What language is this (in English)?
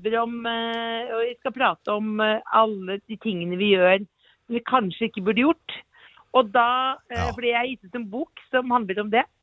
Norwegian